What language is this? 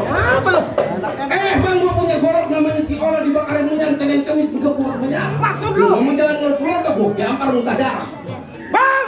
Betawi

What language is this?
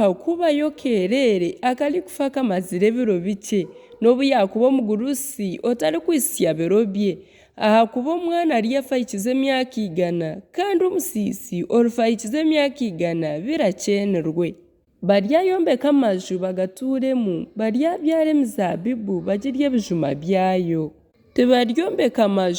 Nyankole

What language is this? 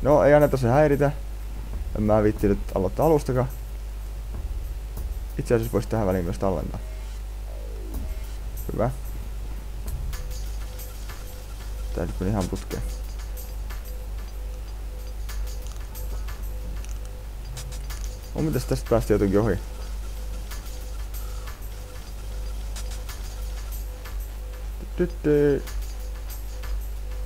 Finnish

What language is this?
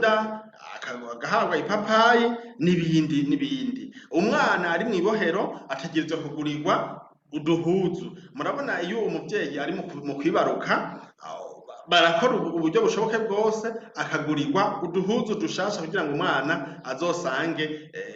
Rundi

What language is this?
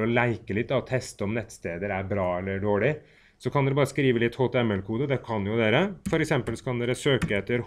Norwegian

